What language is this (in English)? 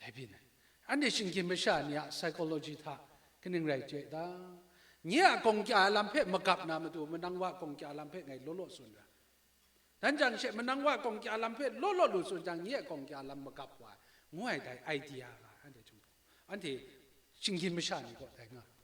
Kachin